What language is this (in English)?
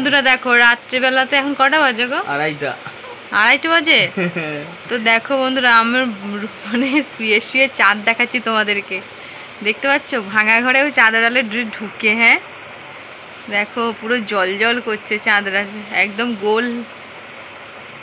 Bangla